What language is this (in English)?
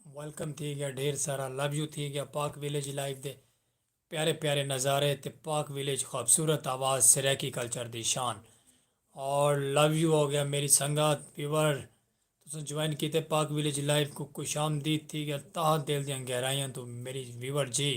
Saraiki